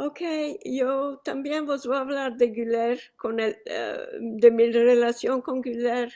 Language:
Ladino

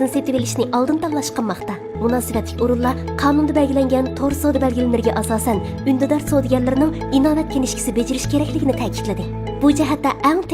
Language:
Uyghur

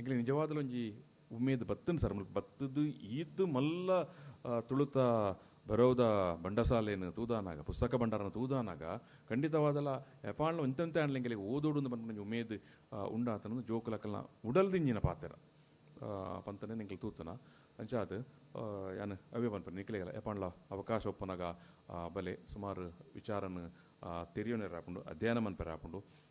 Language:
Tulu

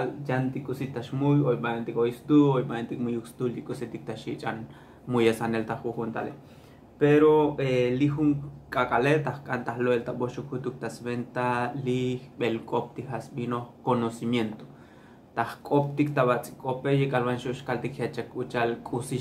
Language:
Tzotzil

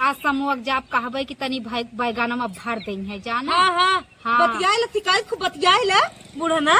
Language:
Awadhi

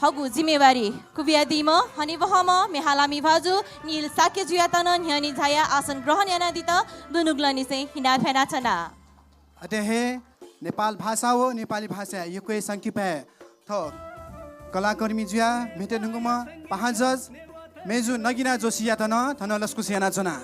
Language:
Newari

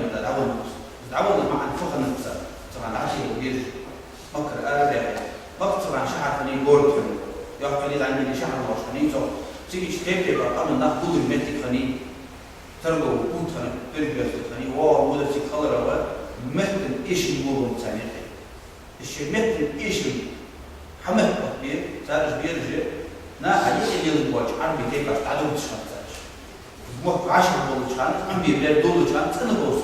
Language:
Ingush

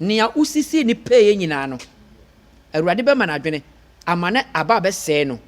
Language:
Akan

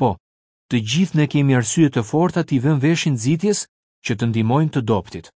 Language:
Albanian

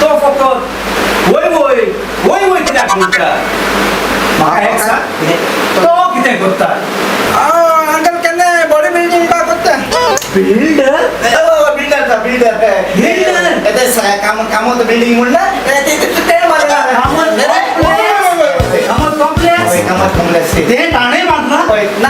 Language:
Konkani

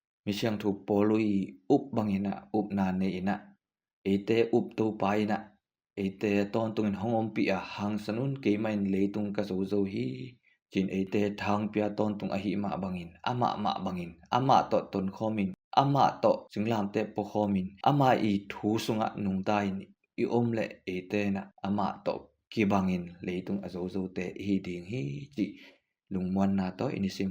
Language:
Tedim Chin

